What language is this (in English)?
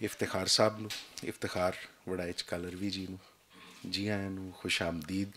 Western Panjabi